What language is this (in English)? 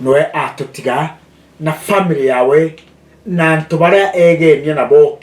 Meru